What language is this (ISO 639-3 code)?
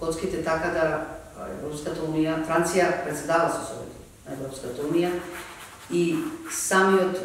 mkd